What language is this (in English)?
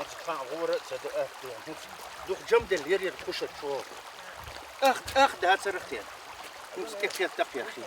Chechen